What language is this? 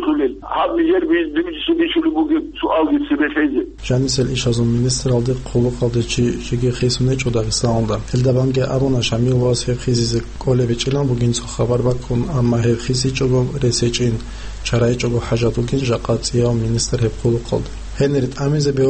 Avaric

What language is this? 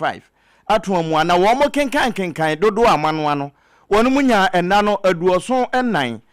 Akan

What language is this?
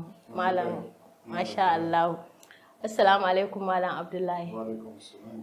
Hausa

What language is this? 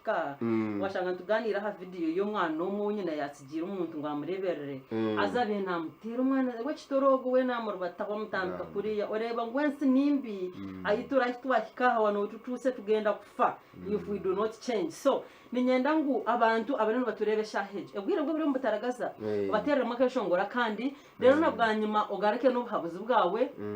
Nyankole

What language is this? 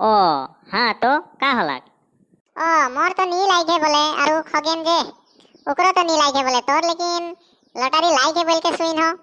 Sadri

